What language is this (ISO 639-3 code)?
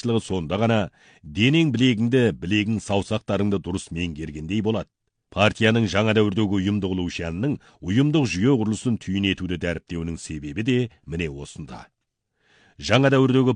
kaz